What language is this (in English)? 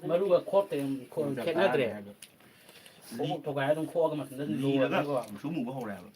Manipuri